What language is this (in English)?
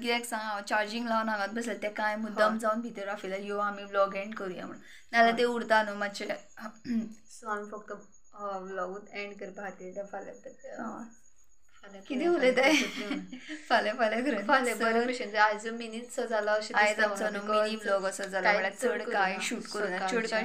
Konkani